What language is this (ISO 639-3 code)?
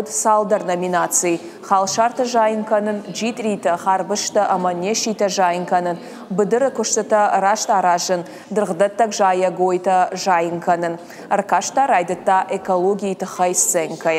oss